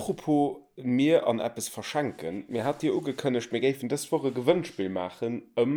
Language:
Luxembourgish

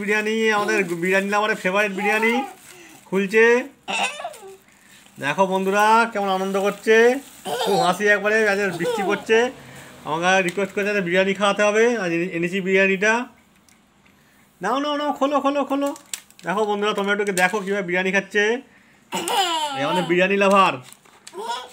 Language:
Bangla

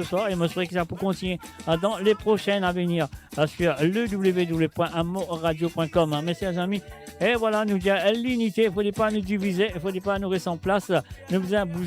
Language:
Morisyen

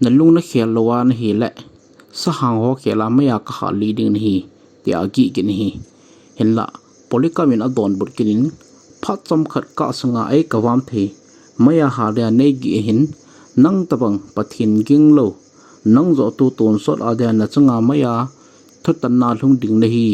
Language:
Thado Chin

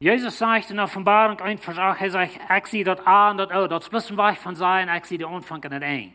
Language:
Plautdietsch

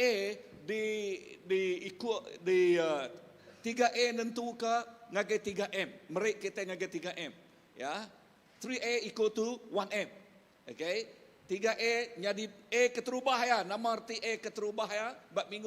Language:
Iban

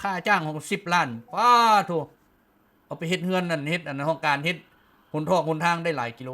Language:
Lao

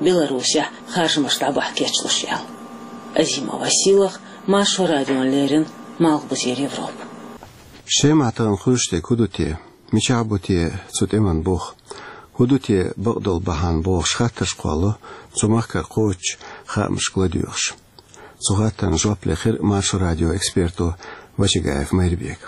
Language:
Chechen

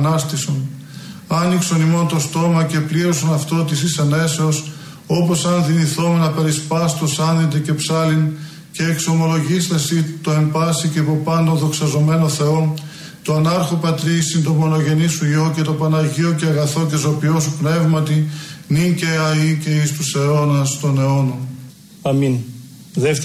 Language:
Greek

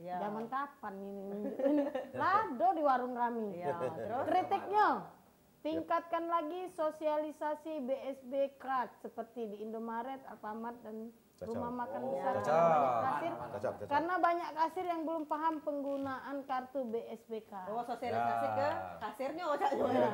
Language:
Musi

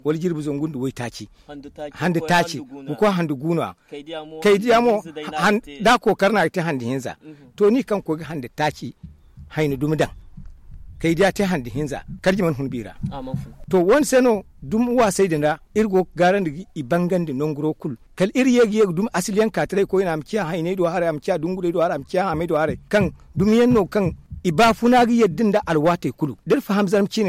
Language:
Zarma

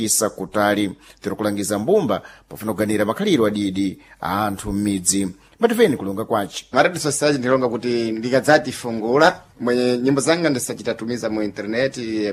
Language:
Sena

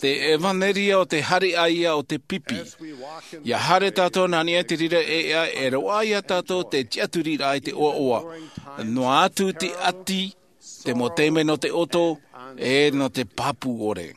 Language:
Tahitian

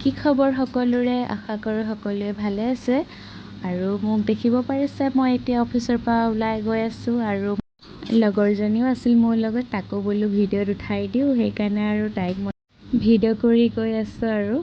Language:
Assamese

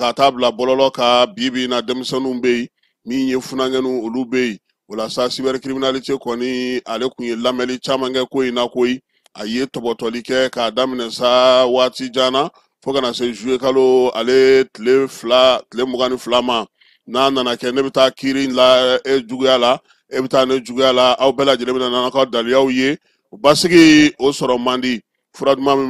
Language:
Bambara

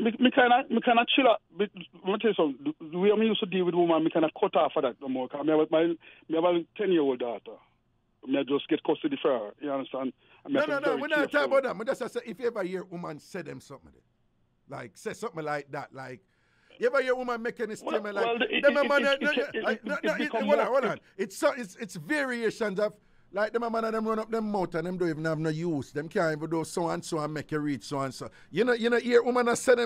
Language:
Jamaican Creole English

